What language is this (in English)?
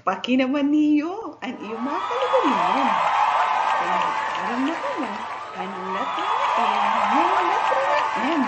Waray